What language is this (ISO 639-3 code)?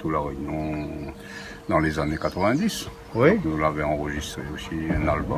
rcf